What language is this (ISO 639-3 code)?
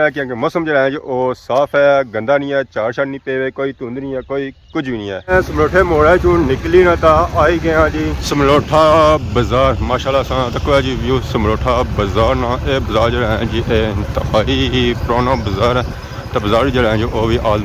phr